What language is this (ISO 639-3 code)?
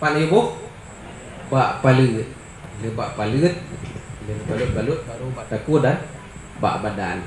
ace